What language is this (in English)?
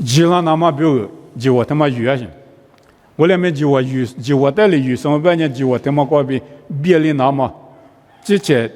Lisu